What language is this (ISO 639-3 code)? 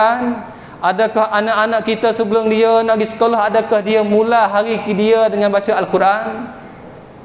msa